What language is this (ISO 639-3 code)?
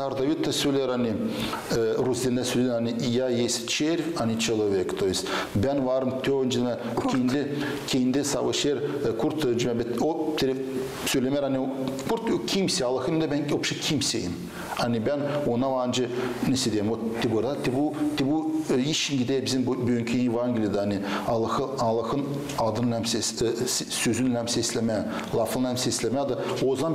gag